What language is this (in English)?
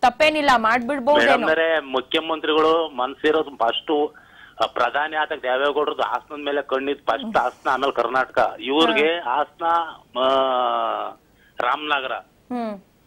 Kannada